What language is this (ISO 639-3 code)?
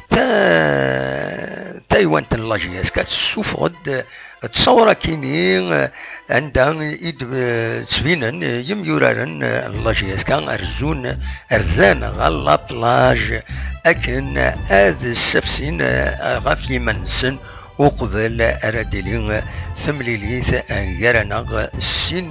kab